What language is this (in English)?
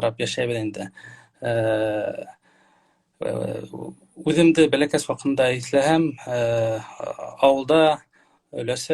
Bashkir